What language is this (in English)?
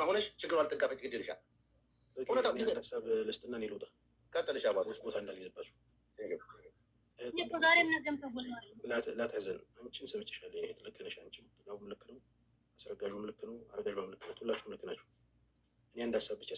Amharic